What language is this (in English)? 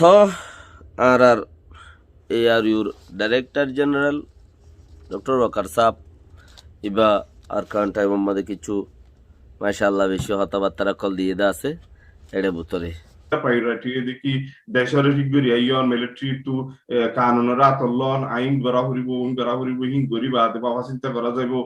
Rohingya